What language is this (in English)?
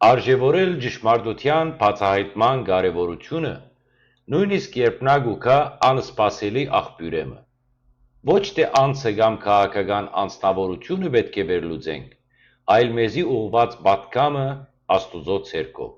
Western Armenian